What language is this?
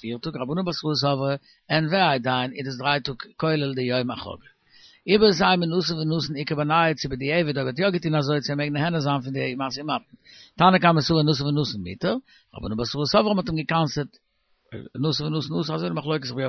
Yiddish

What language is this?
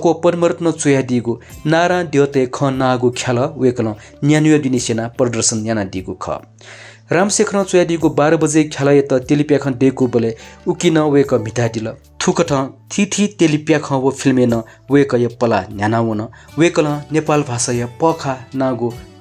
Newari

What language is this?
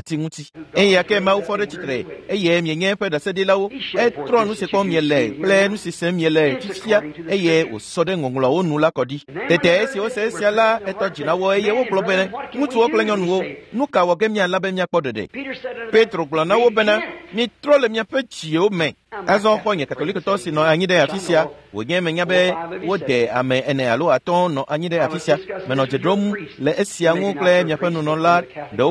Ewe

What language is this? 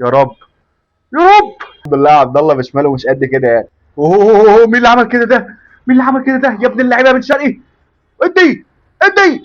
Egyptian Arabic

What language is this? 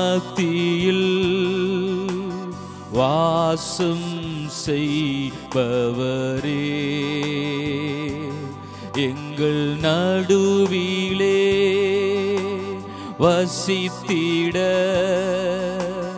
Tamil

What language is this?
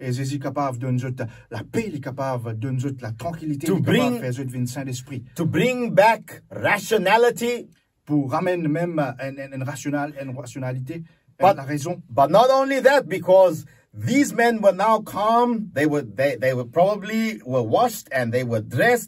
Morisyen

